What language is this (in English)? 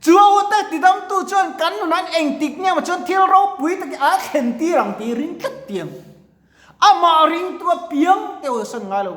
Mizo